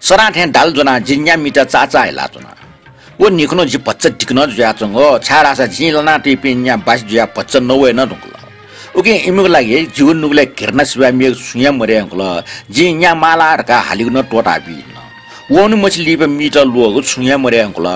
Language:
Newari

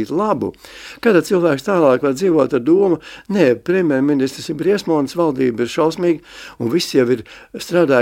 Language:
Latvian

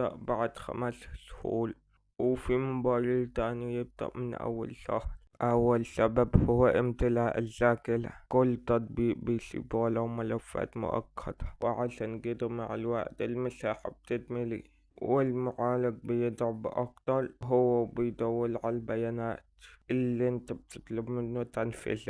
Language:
Egyptian Arabic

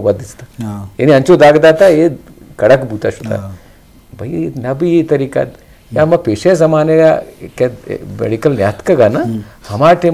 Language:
Eastern Balochi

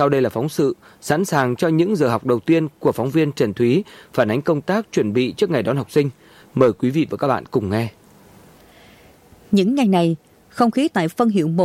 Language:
Vietnamese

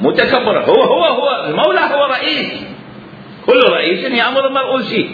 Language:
Mesopotamian Arabic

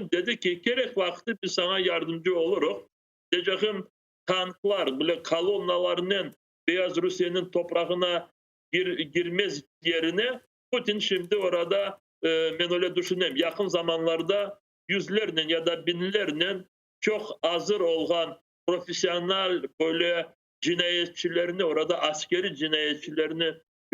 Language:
Crimean Tatar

